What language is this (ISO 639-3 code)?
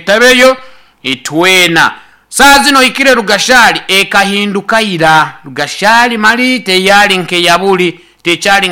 nyn